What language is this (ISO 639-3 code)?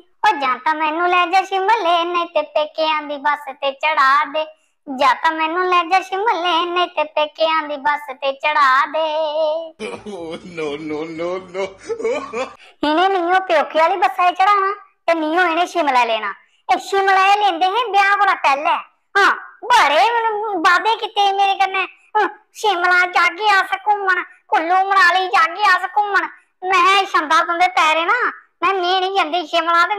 doi